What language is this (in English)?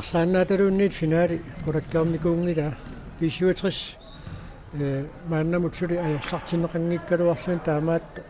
Kalaallisut